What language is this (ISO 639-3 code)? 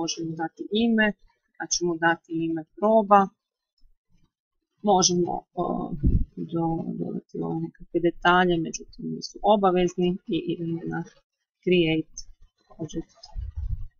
hrv